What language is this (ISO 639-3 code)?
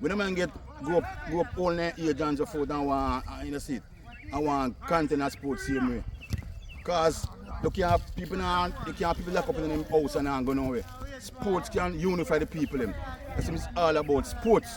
jam